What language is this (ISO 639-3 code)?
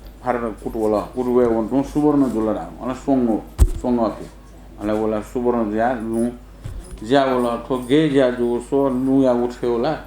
new